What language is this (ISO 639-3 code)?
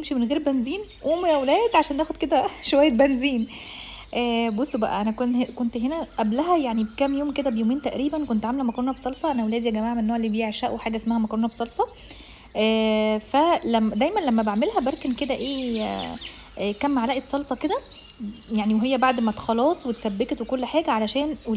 arz